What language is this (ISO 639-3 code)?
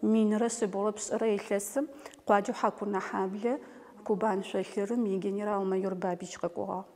ady